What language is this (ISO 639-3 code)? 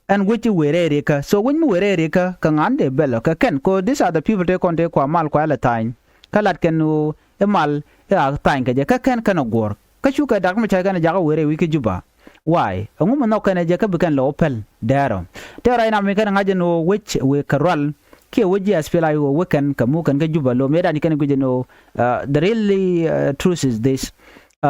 nus